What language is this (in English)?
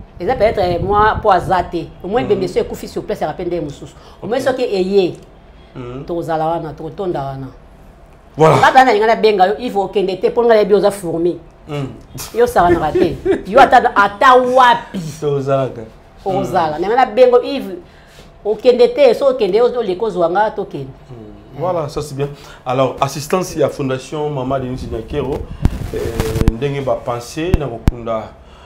Lingala